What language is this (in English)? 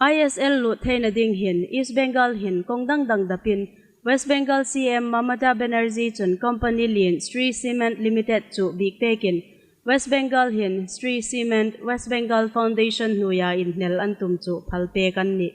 Hmar